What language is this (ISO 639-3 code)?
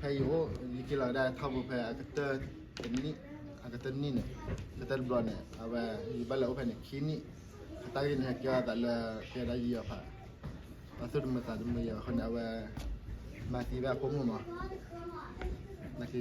ksw